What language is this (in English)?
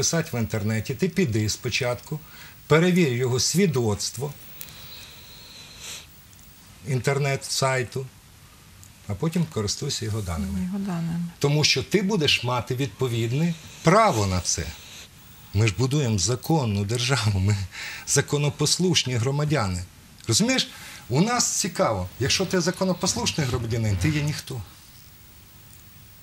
Ukrainian